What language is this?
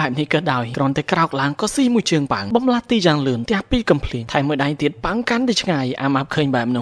Khmer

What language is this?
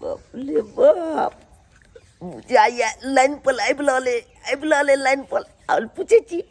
Maithili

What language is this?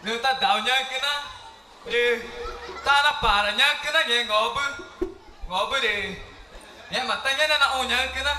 Ticuna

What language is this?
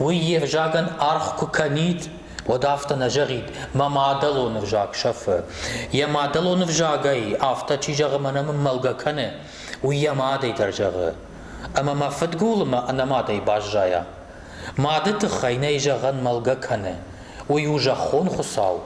Ossetic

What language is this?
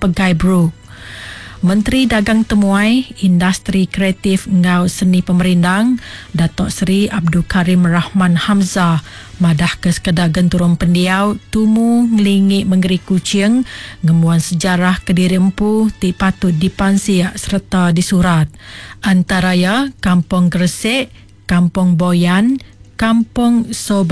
Iban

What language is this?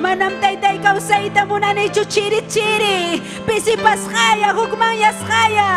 Ayacucho Quechua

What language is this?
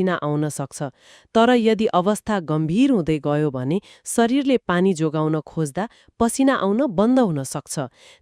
Nepali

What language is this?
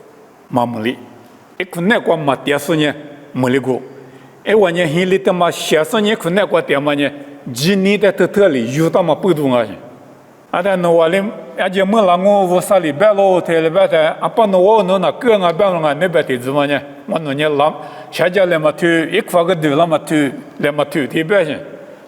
Lisu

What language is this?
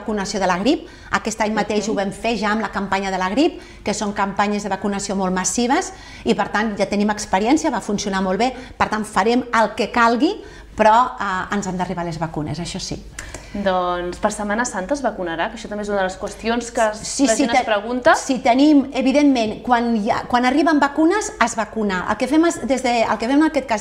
Catalan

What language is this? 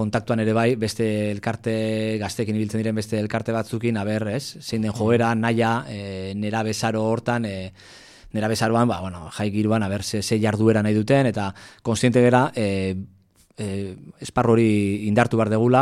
Basque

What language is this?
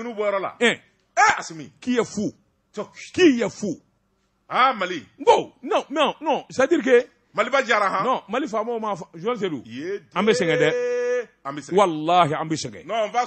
Bambara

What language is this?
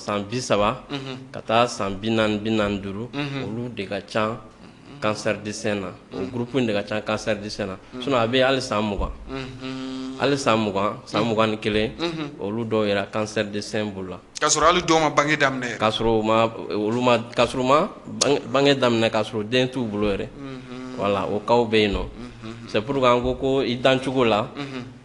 Bambara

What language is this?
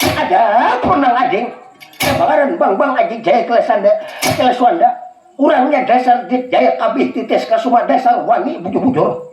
Banjar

